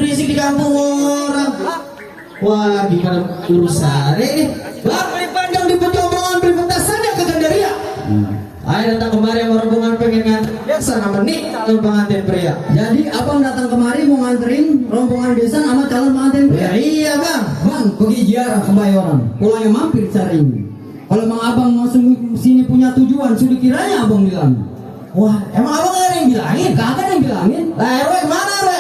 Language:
Betawi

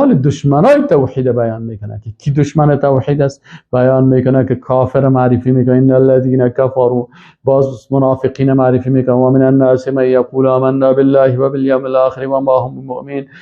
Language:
Persian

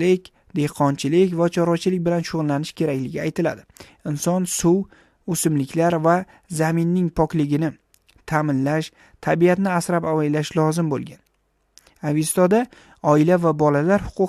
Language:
Uzbek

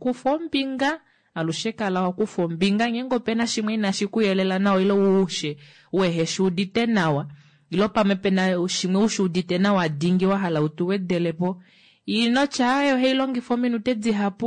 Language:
Kuanyama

